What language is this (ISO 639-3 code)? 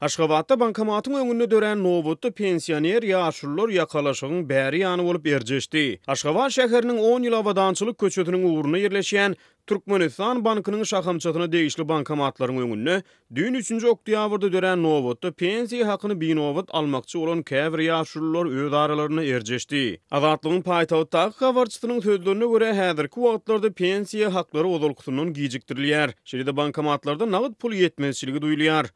tuk